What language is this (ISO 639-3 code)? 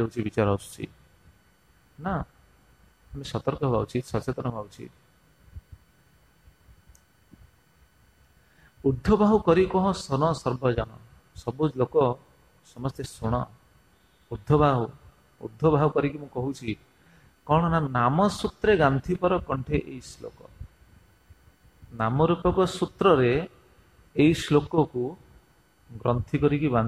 ori